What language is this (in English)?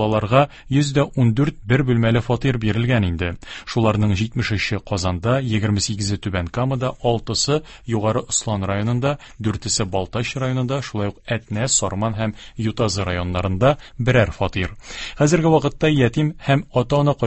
Tatar